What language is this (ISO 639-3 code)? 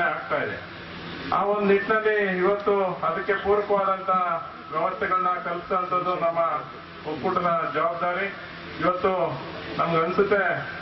kan